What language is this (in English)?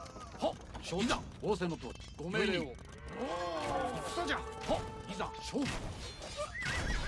Japanese